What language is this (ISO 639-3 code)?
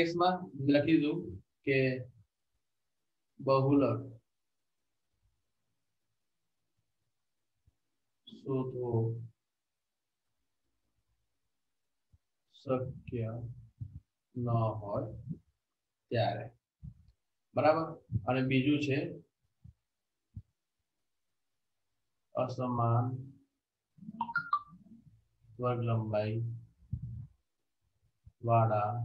guj